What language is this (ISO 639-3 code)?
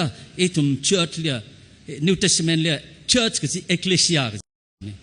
nmf